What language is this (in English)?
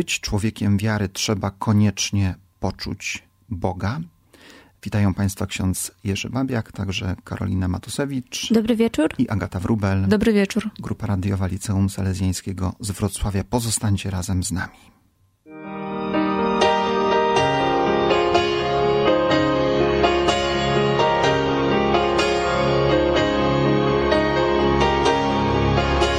Polish